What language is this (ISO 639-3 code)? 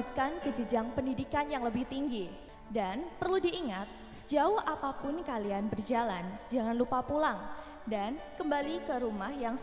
ind